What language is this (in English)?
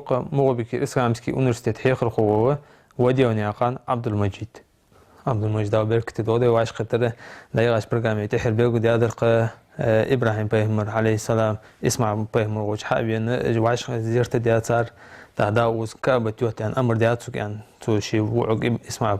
Ingush